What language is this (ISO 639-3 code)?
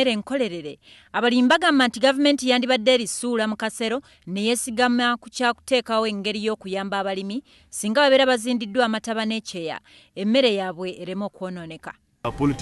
lug